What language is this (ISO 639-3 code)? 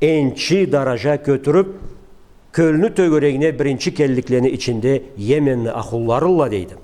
krc